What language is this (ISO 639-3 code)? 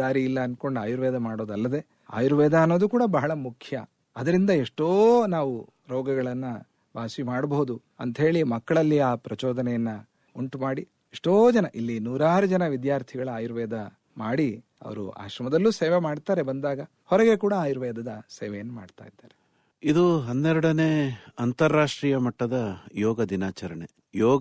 kan